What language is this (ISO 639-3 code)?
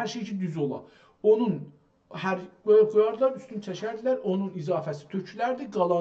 azb